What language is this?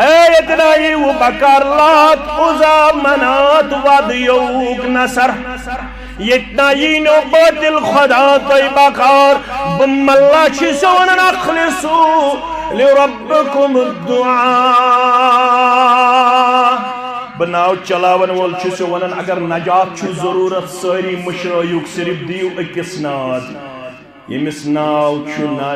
Kashmiri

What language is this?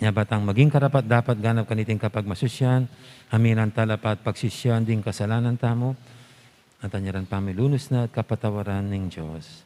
Pampanga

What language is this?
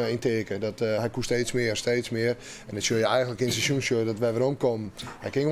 Western Frisian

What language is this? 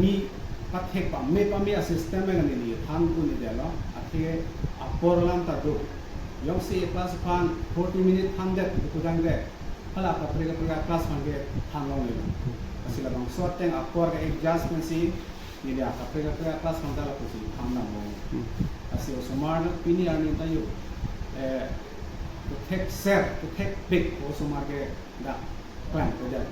Karbi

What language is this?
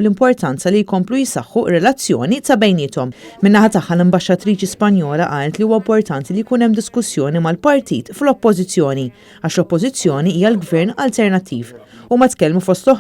Maltese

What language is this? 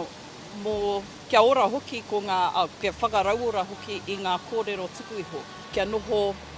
Māori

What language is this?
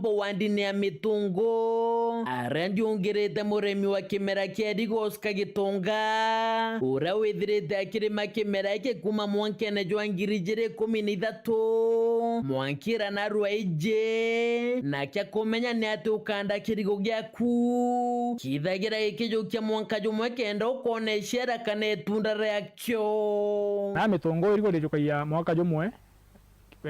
Meru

